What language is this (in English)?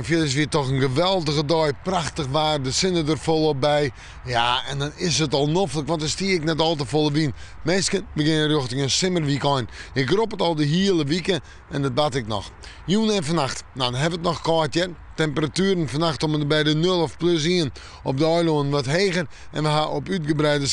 Western Frisian